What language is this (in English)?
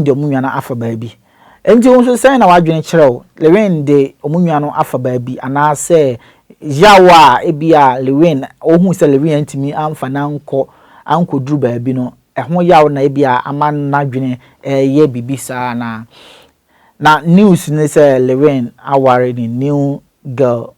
Akan